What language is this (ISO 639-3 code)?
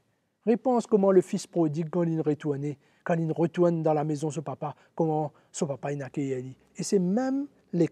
mfe